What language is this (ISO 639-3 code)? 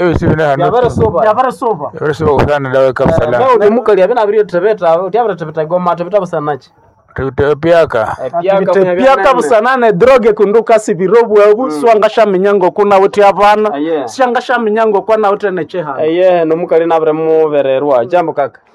nnb